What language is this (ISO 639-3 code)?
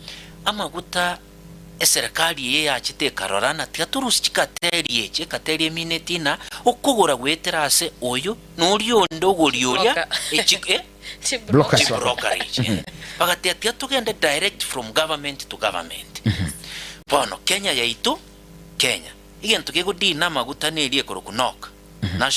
guz